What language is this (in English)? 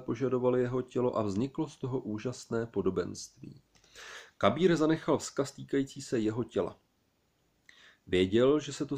Czech